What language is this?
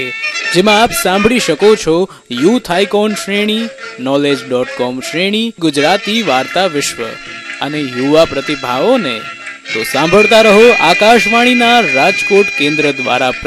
Gujarati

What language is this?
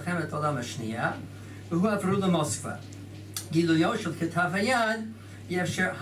Hebrew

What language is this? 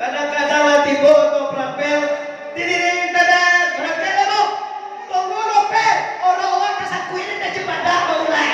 Minangkabau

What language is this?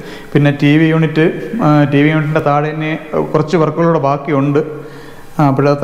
Malayalam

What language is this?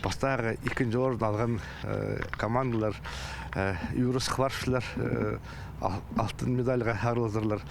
Khakas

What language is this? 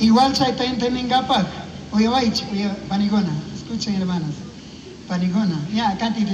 Chimborazo Highland Quichua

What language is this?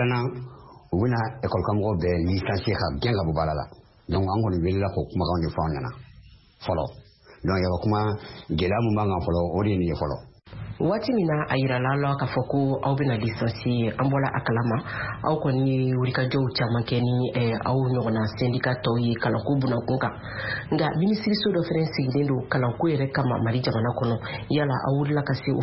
Bambara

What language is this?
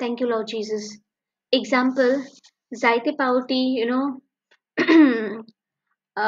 Konkani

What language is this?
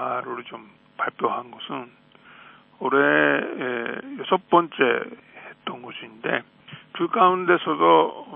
Korean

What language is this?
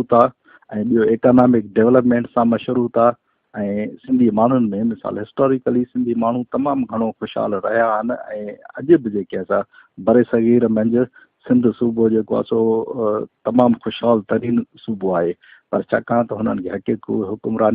Sindhi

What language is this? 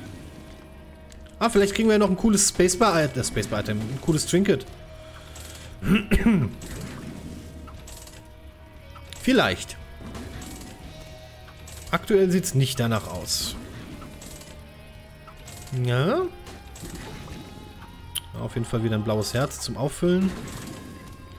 German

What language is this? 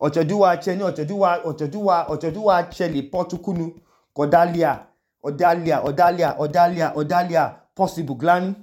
Idoma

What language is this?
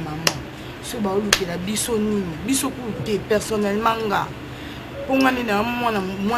Lingala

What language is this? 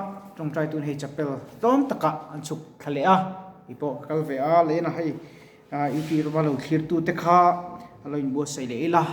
Mizo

